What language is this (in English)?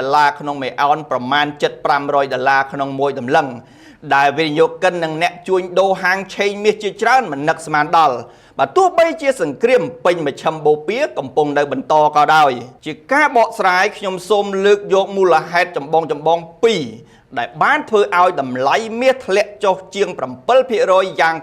Khmer